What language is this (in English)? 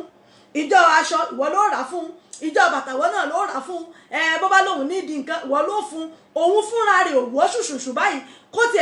Yoruba